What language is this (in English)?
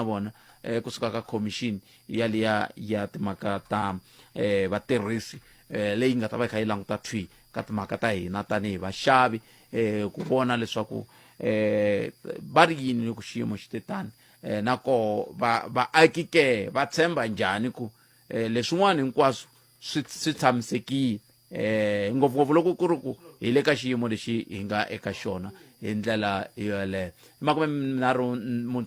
Tsonga